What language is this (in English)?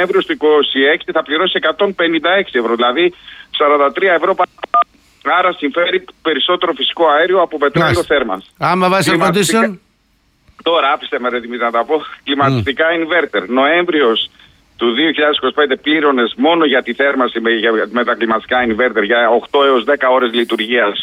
Greek